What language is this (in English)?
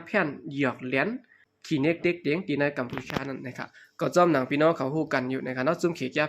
Shan